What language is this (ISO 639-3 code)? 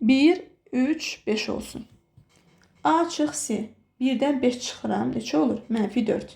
aze